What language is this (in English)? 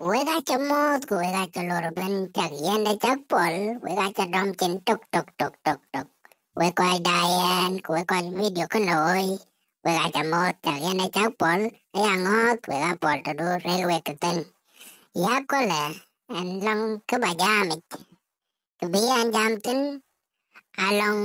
Dinka